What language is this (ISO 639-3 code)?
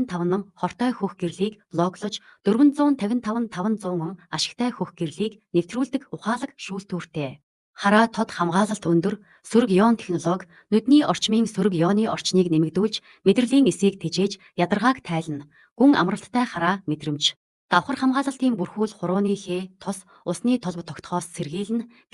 mon